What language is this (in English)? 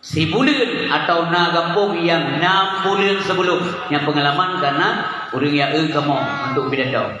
Achinese